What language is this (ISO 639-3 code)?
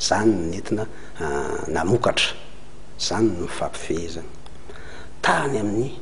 mlg